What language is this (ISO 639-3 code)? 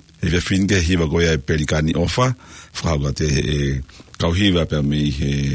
ton